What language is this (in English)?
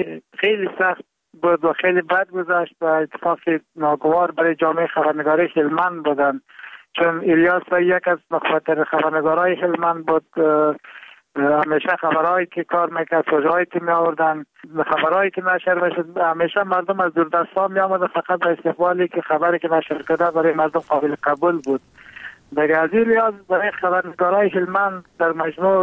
Persian